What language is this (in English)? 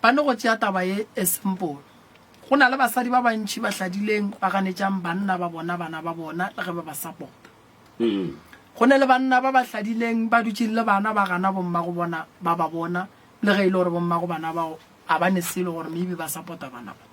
Northern Sotho